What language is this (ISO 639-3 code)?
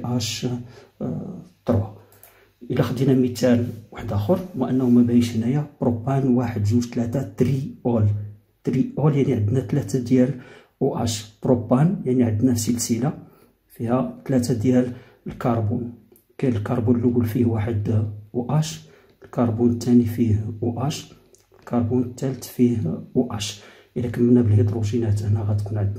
ary